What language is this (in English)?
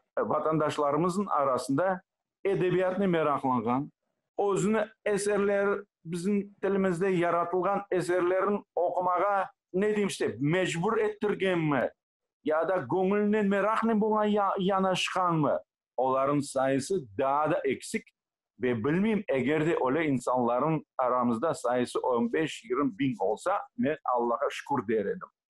Crimean Tatar